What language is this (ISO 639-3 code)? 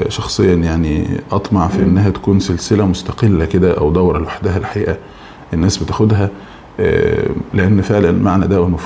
arz